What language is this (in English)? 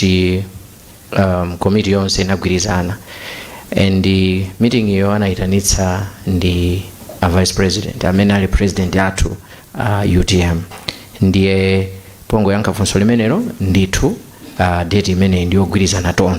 Nyanja